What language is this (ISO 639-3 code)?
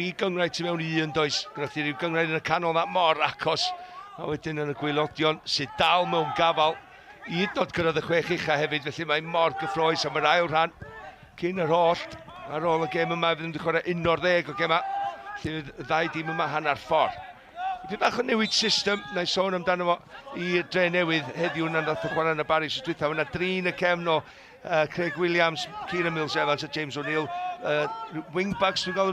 cym